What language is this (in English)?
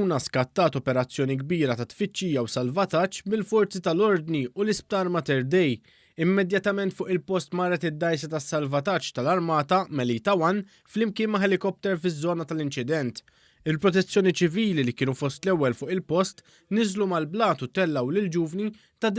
Maltese